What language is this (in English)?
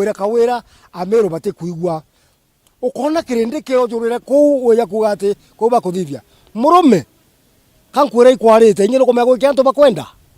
Meru